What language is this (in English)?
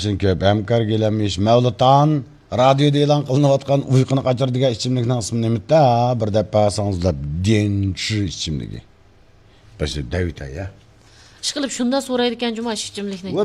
Uyghur